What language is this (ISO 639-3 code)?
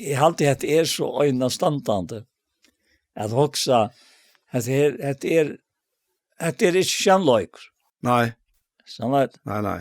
fao